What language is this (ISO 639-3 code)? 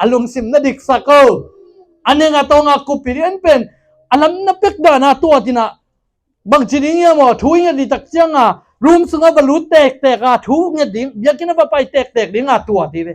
ctd